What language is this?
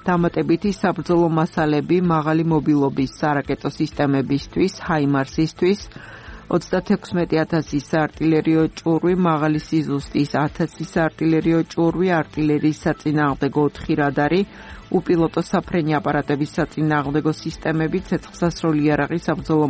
Georgian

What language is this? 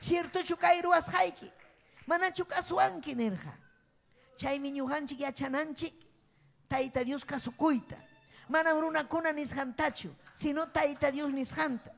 Ayacucho Quechua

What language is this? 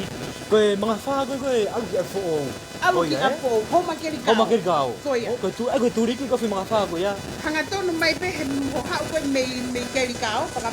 Tongan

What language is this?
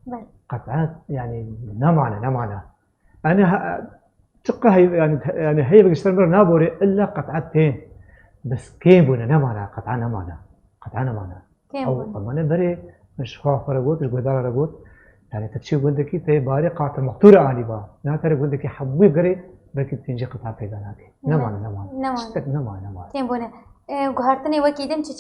Kurdish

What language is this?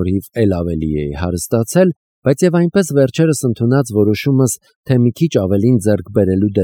Armenian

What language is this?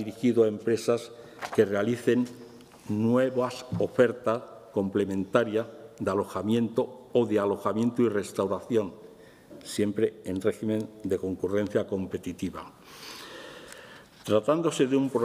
Spanish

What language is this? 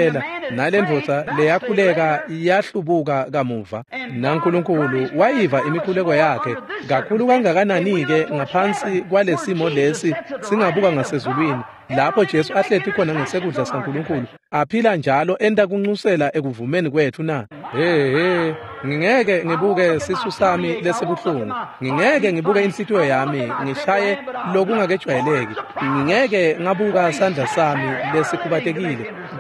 Swati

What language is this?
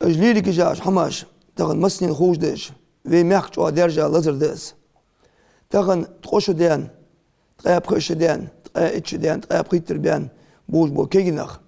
Ingush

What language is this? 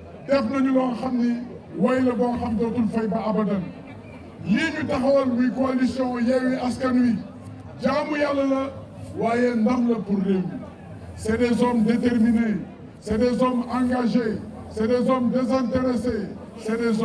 Wolof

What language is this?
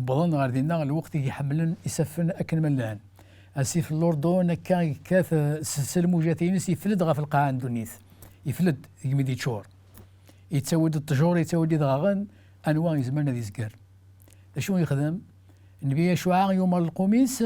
Kabyle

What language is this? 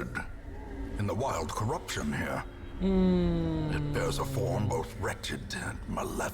Rusyn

